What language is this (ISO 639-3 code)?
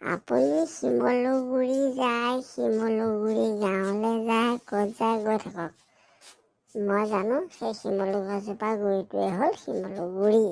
asm